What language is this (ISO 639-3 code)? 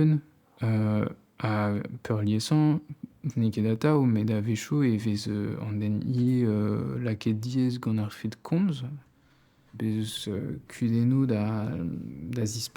bre